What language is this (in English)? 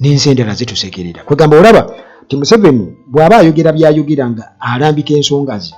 Ganda